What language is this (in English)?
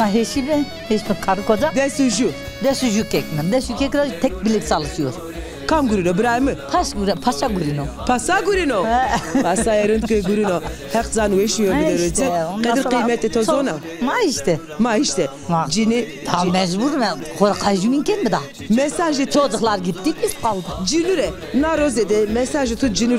Zaza